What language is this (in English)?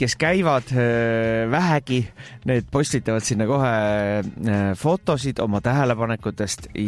Estonian